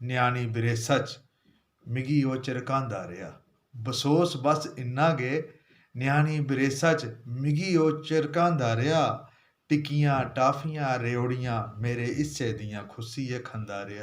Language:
Dogri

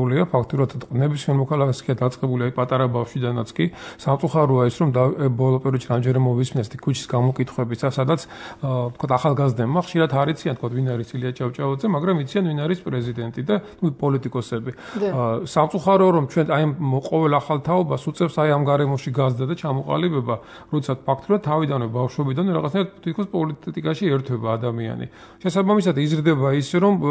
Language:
Georgian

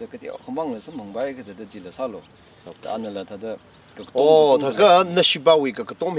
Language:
Tangkhul Naga (India)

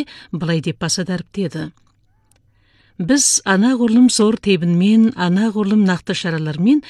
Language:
Kazakh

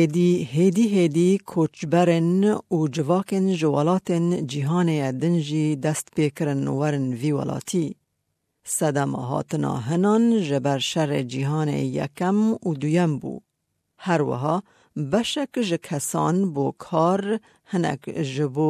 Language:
Kurdish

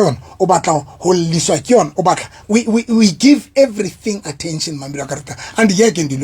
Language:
Southern Sotho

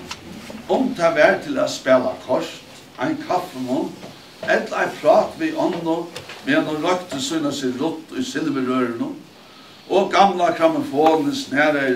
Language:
Faroese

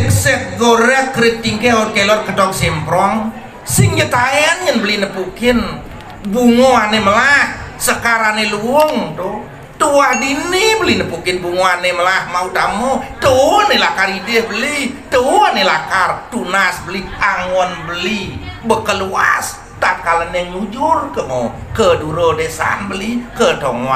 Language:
Balinese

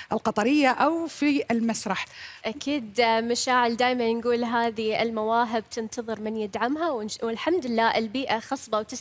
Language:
Arabic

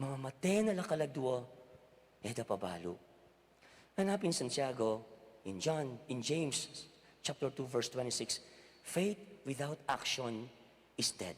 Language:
Pampanga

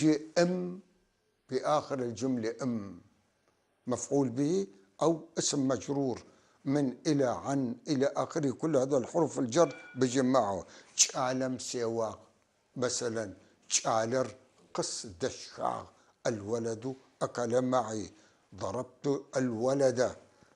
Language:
North Levantine Arabic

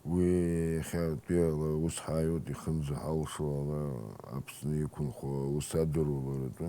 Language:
Abkhazian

